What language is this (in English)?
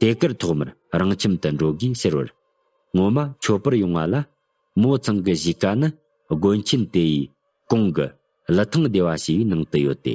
Tibetan